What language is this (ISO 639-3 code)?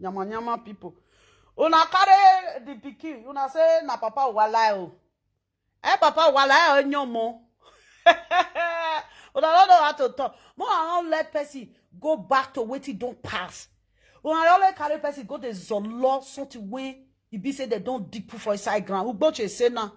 pcm